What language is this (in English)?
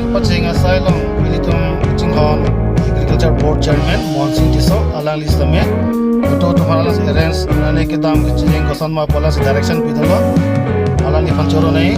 Karbi